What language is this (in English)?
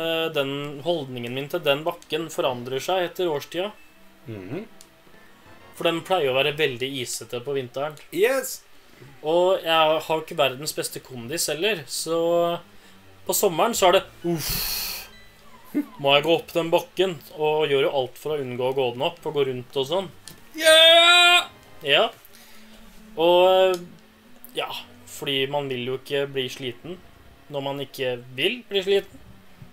Norwegian